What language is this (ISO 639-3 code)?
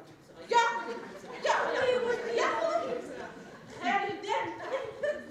bak